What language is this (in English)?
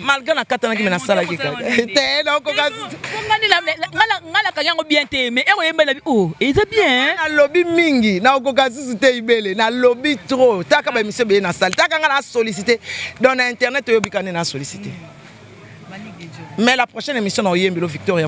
Lingala